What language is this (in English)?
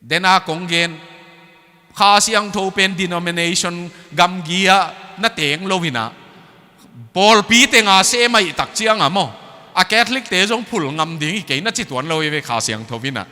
Tedim Chin